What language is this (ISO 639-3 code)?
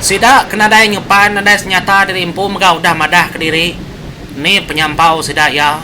iba